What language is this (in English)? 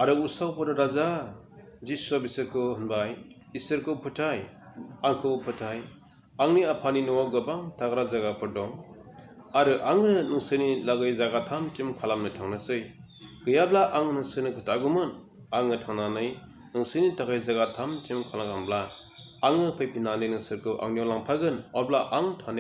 Bodo